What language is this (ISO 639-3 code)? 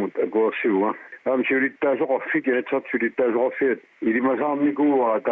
kal